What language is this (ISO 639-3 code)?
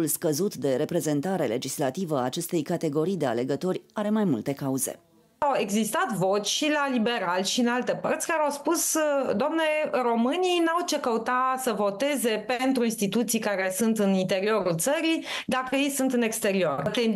ron